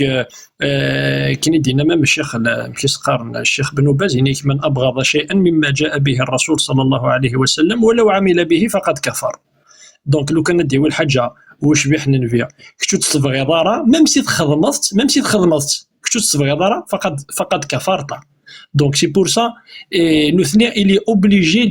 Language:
Kabyle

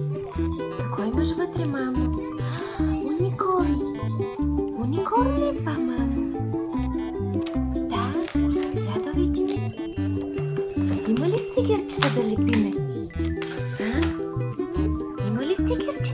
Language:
Bulgarian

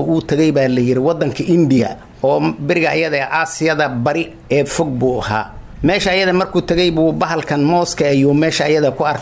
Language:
Somali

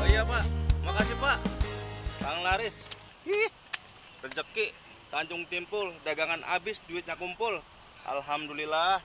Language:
Betawi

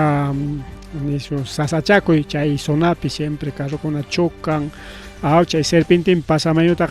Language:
Ayacucho Quechua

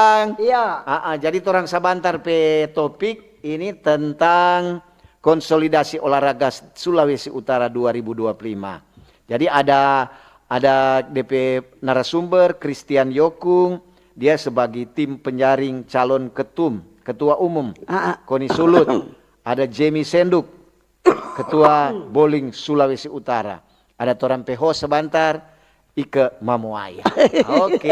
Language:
Manado Malay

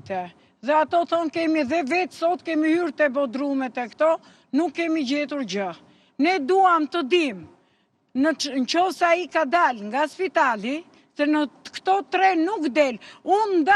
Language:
Albanian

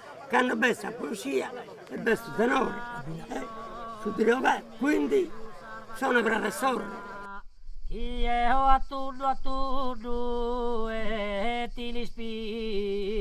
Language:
Sardinian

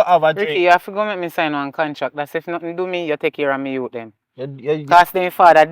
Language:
Jamaican Creole English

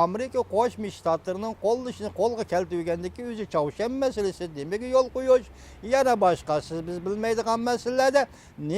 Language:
Uyghur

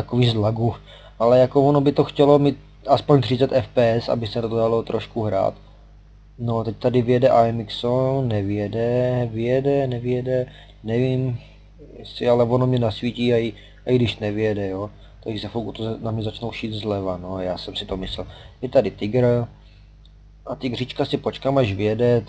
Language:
Czech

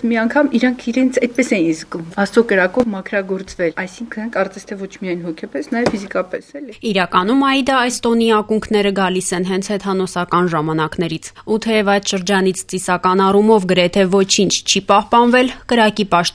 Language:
Armenian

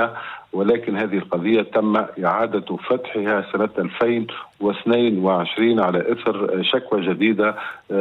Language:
Arabic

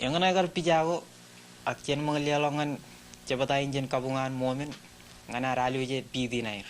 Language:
Marshallese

